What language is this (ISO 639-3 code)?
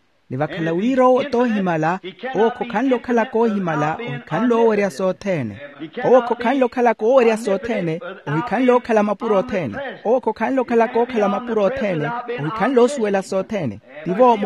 vmw